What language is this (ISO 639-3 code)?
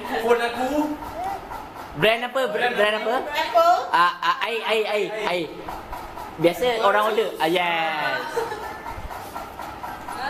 msa